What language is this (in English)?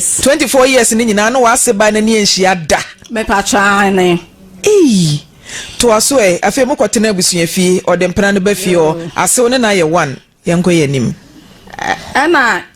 Akan